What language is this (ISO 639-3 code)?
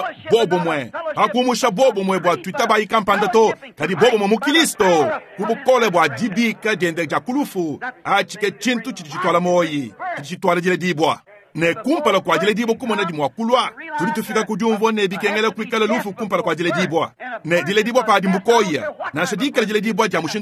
lua